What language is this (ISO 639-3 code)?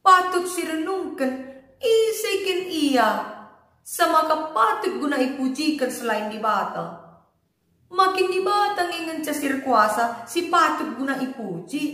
btx